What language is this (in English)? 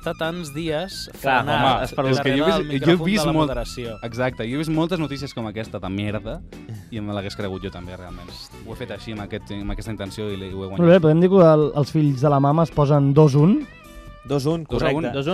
Catalan